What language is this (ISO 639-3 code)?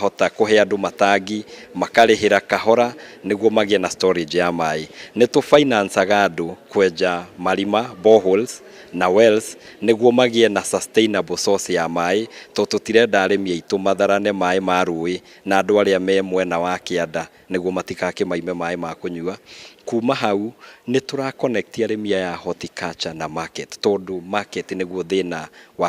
kik